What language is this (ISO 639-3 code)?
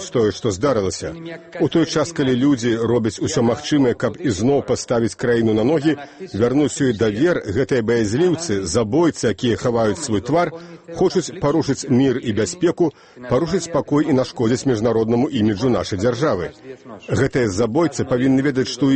bel